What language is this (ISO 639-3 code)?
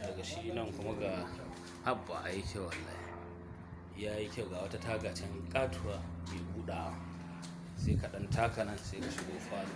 hau